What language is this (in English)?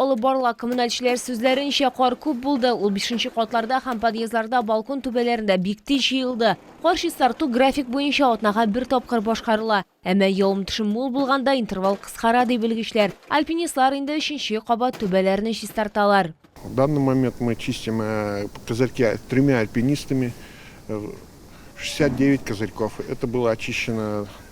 Tatar